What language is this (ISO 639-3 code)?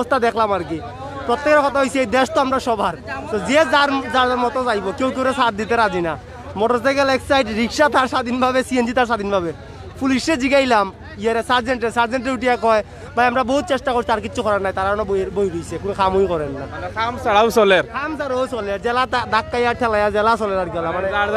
syl